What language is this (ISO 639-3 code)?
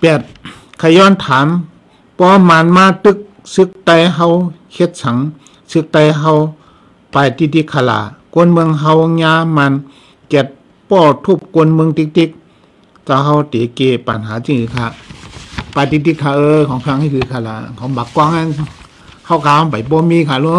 shn